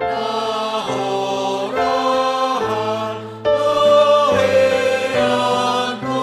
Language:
Batak Simalungun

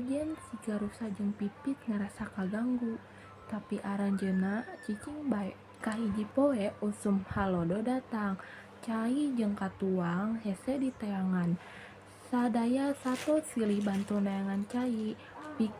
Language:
Sundanese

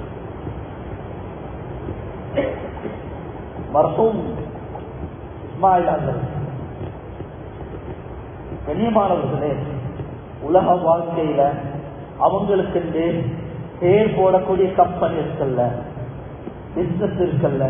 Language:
Tamil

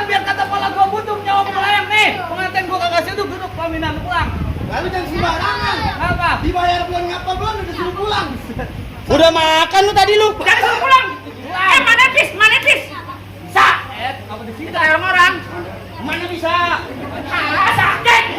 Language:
Betawi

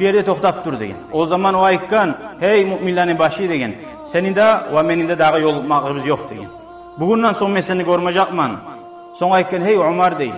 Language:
Kumyk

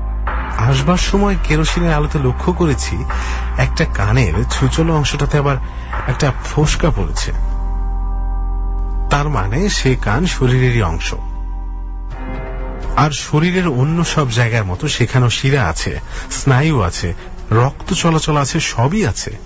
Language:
Bangla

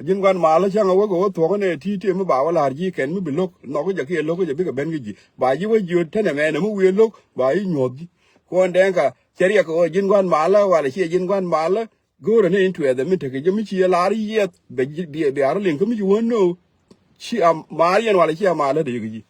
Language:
Nuer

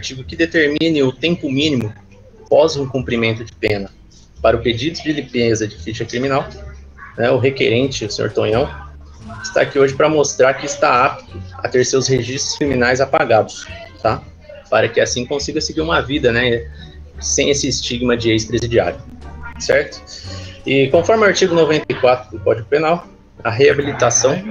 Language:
Portuguese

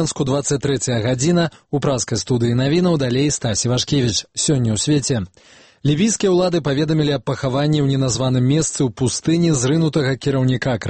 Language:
Belarusian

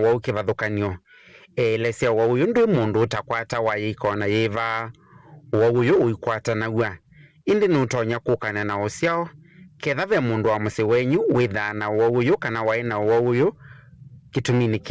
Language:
Kamba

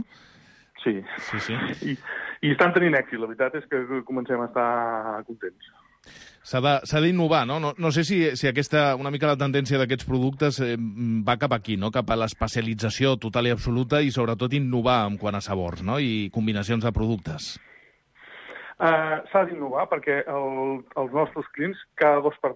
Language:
Catalan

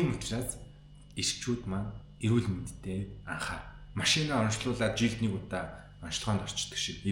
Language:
Mongolian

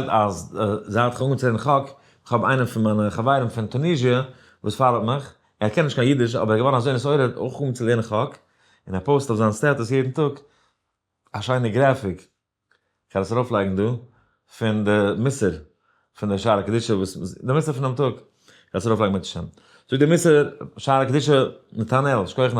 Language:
Yiddish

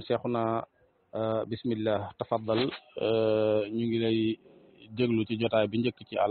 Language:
Wolof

